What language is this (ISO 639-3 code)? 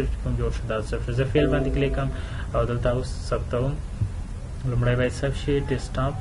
pus